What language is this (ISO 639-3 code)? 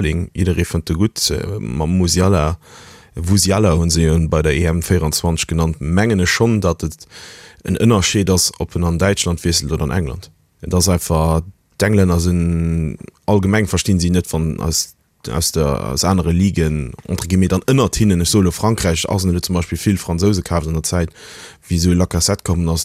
ltz